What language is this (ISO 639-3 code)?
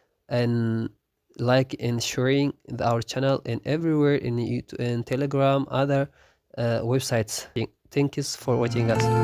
orm